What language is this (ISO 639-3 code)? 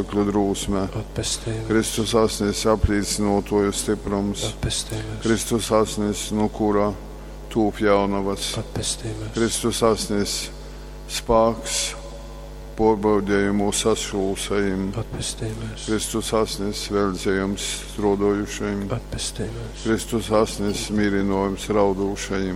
ltg